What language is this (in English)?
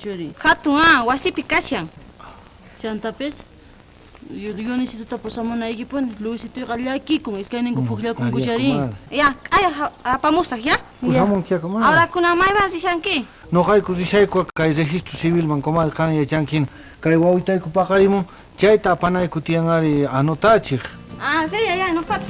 South Bolivian Quechua